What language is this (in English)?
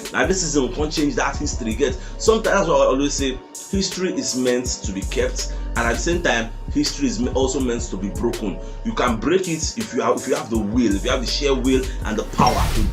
Nigerian Pidgin